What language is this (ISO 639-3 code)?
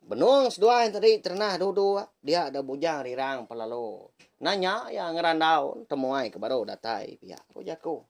iba